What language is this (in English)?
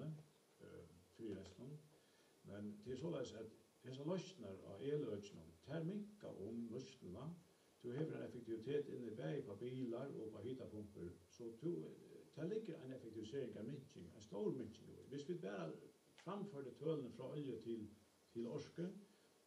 Faroese